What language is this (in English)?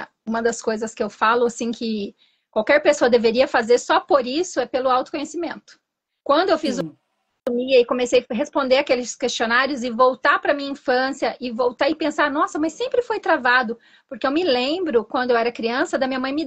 Portuguese